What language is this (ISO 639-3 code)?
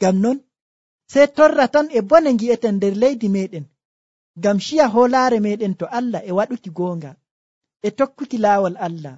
fuv